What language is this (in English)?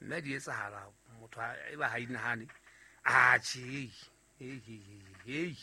Southern Sotho